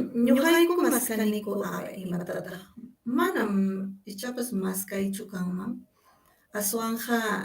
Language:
Ayacucho Quechua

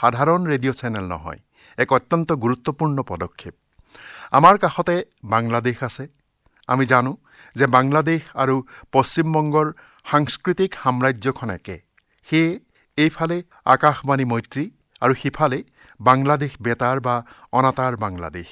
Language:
Assamese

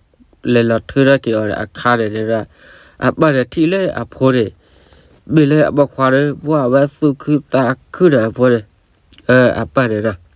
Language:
S'gaw Karen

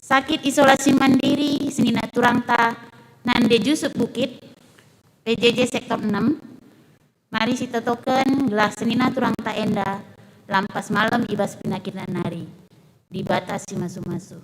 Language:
Batak Karo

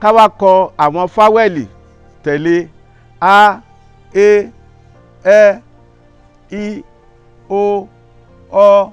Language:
Yoruba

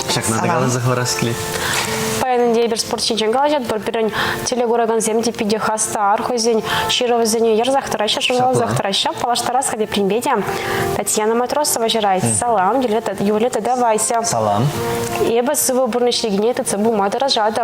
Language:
Chuvash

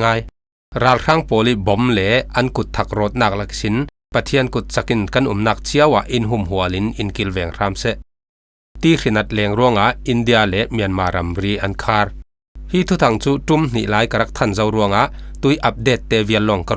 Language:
Falam Chin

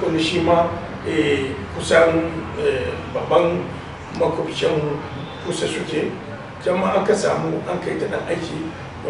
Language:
Hausa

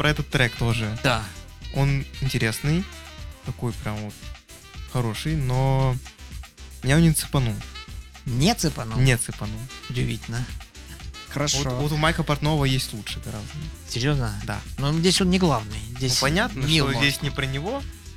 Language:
Russian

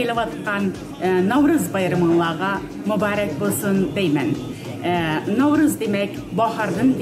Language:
Uyghur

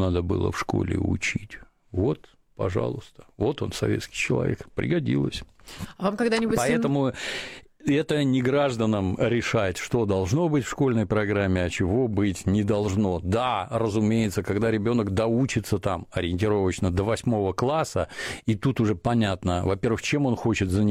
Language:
Russian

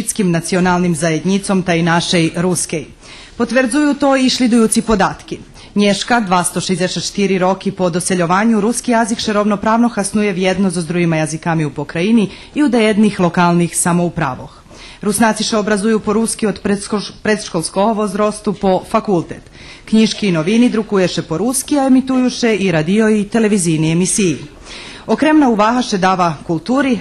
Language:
Rusyn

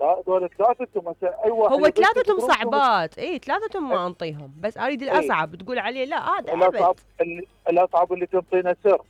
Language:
Mesopotamian Arabic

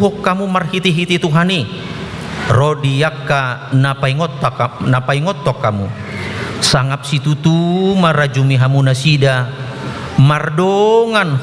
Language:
Batak Toba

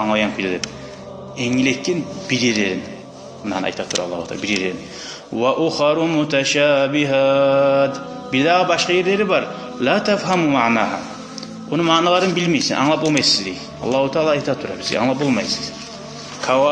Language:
Kumyk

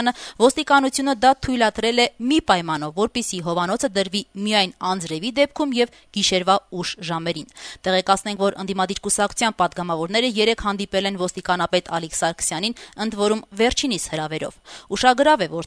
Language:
Armenian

